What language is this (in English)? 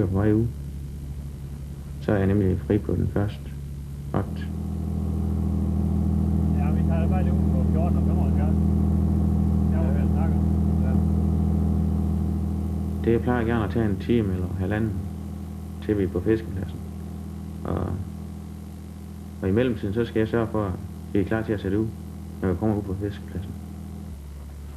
Danish